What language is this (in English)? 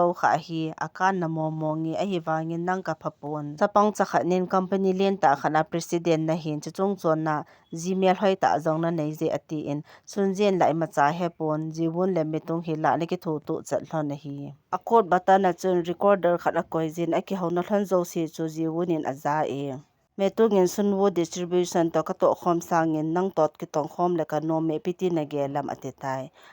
Thado Chin